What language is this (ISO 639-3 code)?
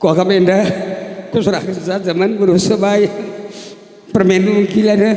btx